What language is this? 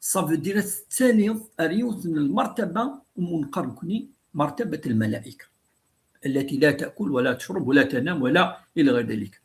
Kabyle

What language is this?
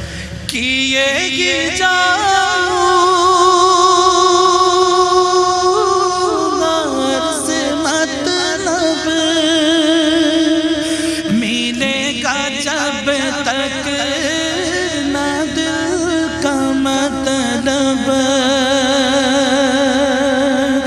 Urdu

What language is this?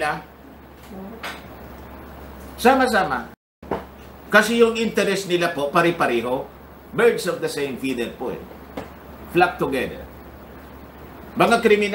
Filipino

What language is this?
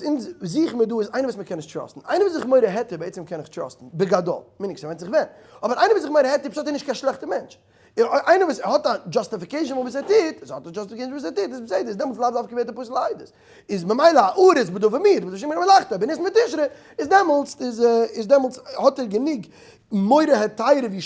Yiddish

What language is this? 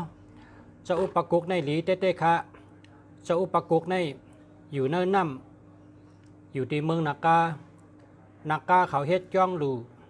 Shan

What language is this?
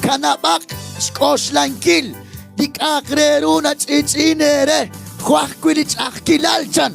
Kekchí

